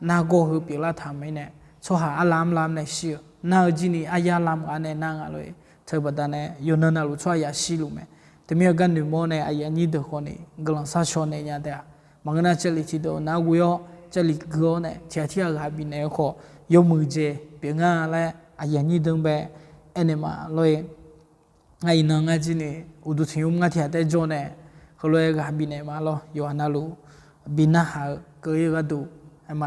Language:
Akha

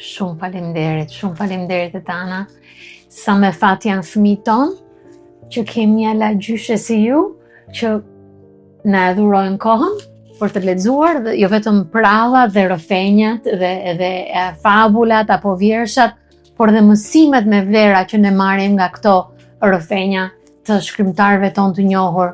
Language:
Albanian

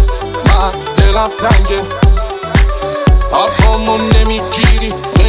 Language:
Persian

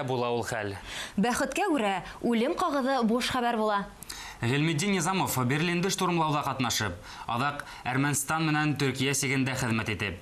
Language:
Bashkir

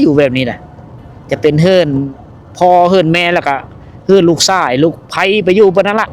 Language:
Lao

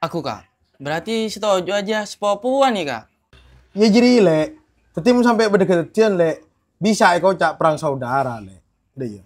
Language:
Madurese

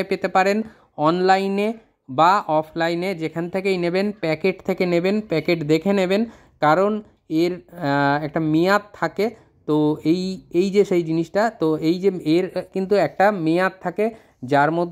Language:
Bangla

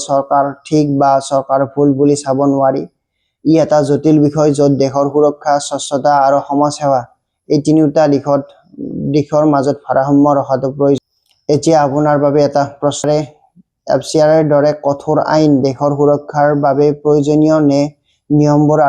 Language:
Assamese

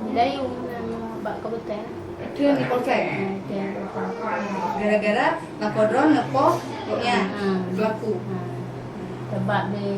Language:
Achinese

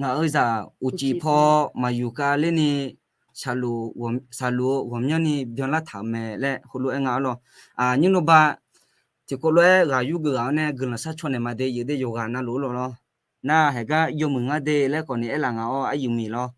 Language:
Akha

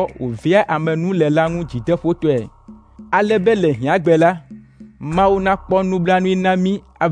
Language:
Ewe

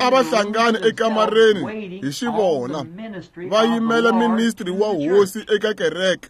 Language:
Tsonga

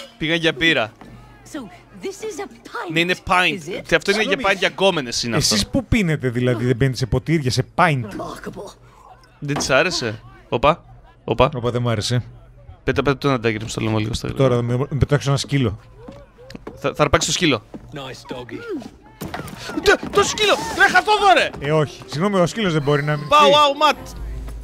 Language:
Greek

